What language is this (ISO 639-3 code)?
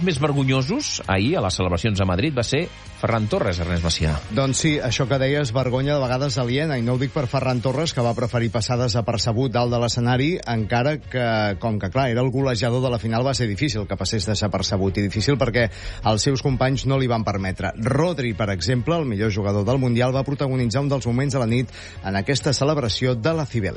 cat